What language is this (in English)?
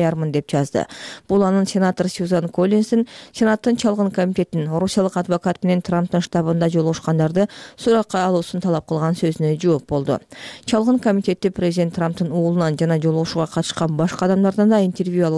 Kyrgyz